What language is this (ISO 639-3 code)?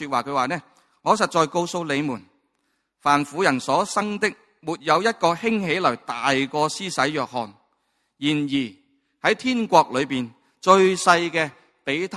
yue